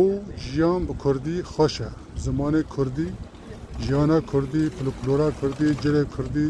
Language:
Kurdish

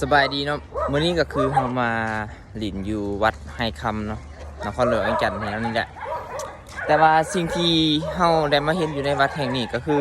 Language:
Lao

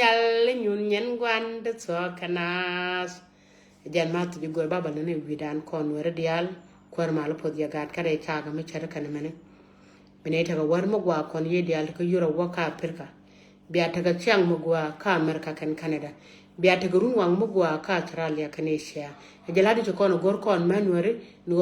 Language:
Nuer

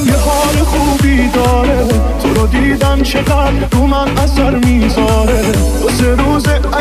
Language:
Persian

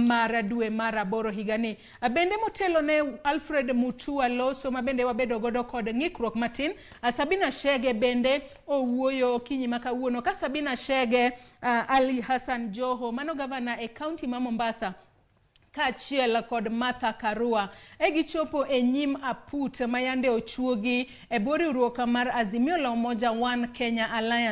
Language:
Luo (Kenya and Tanzania)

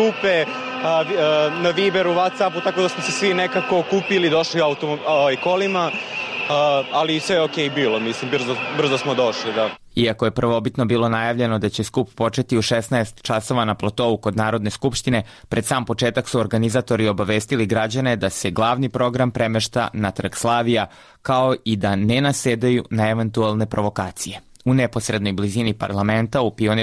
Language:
Serbian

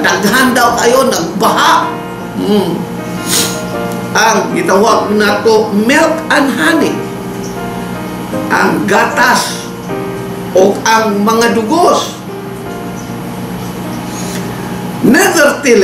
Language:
Cebuano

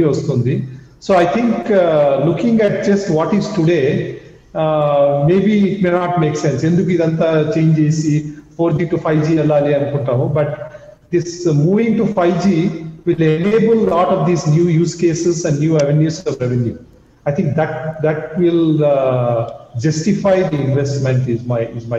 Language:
Telugu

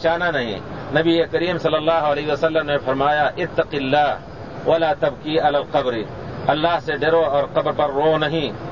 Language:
Urdu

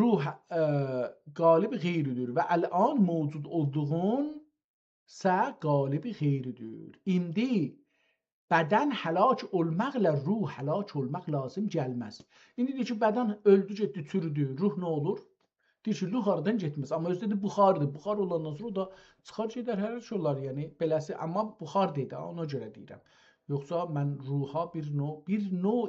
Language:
South Azerbaijani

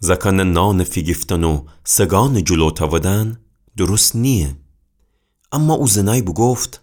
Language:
Gilaki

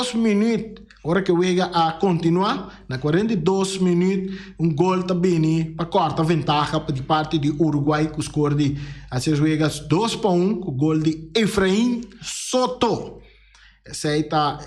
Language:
Papiamento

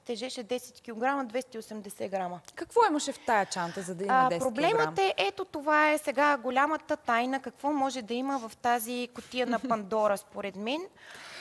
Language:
Bulgarian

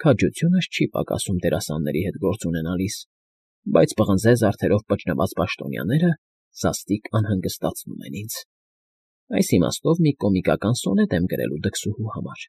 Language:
Armenian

